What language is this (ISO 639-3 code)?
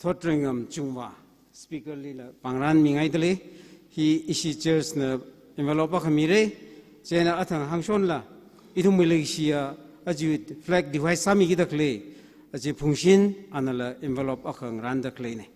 nmf